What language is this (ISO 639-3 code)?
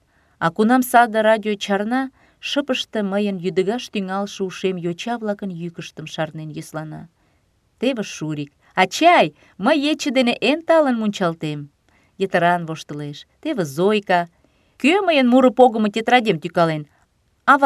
chm